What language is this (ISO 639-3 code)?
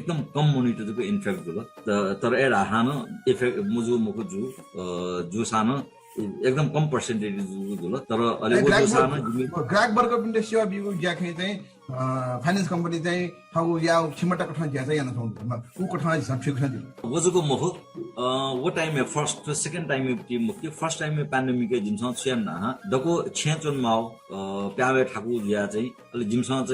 new